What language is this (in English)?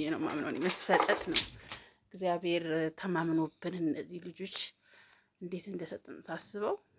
Amharic